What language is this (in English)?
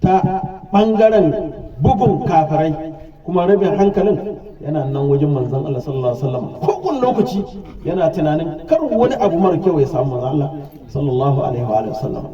Hausa